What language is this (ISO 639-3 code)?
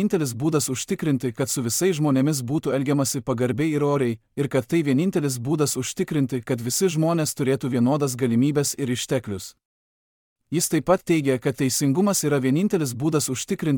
lit